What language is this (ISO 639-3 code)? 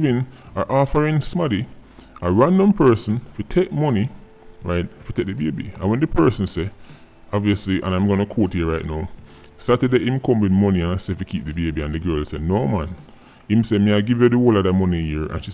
jam